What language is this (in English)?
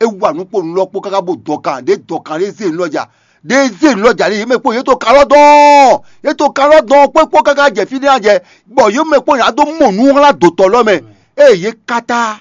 Fon